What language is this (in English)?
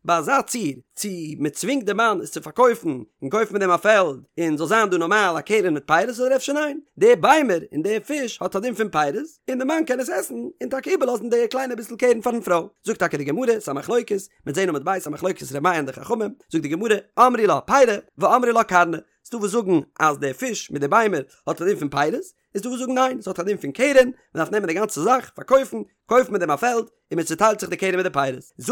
Yiddish